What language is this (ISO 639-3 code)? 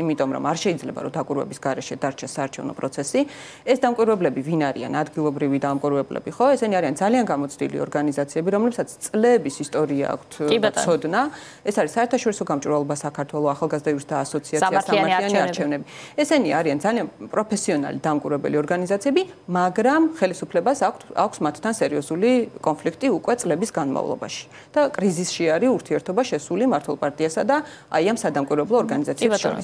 kat